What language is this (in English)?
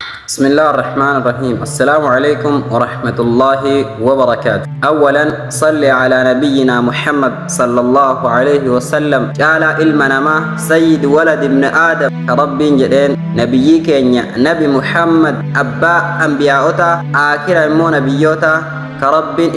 Oromo